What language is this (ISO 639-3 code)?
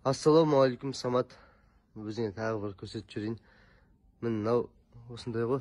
kaz